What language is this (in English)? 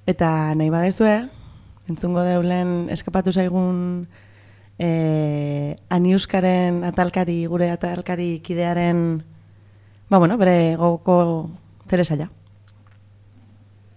Basque